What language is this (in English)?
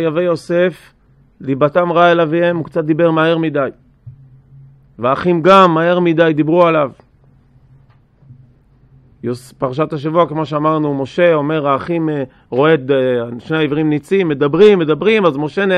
Hebrew